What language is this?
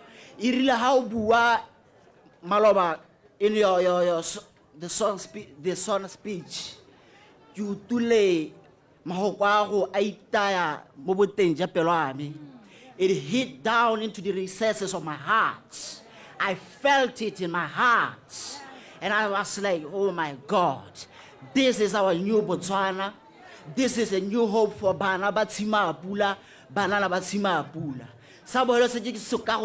Tswana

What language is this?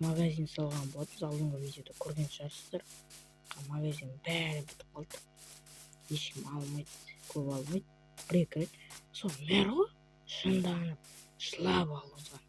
Kazakh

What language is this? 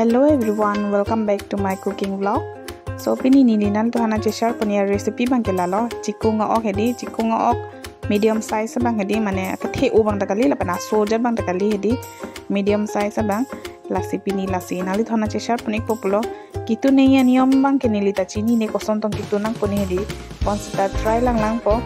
Karbi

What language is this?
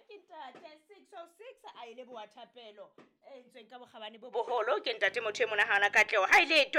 Southern Sotho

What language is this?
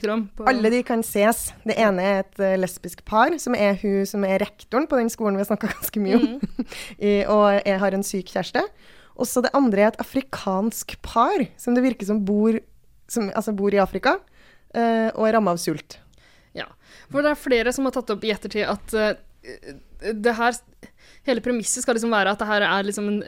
Norwegian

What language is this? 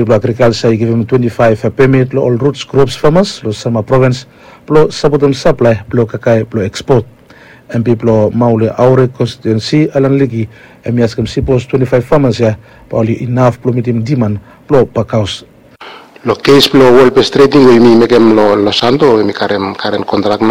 Bislama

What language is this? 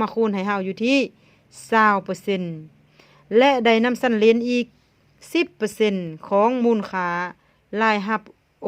Lao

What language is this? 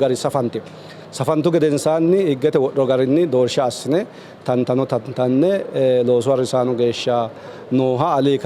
Sidamo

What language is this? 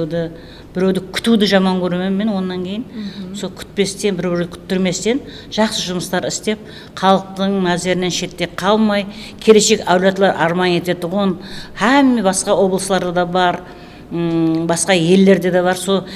Kara-Kalpak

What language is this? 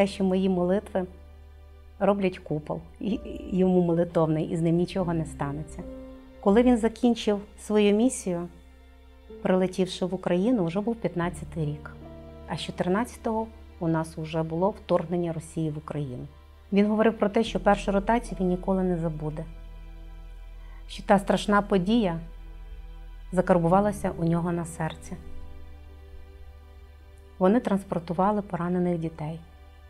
Ukrainian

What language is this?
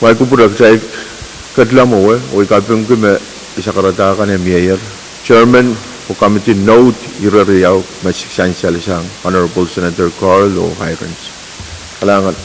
Pohnpeian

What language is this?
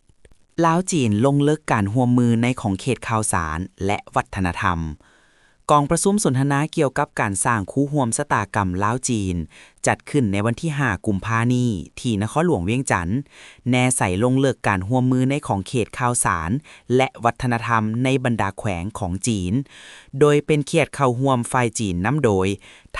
Lao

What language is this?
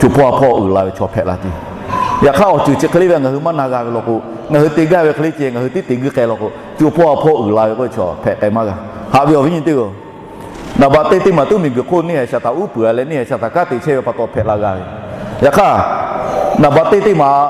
Lahu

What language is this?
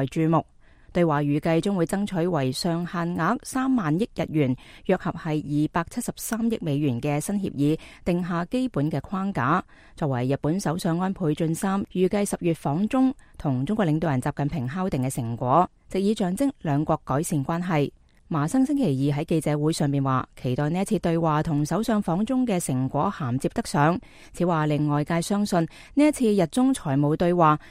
Cantonese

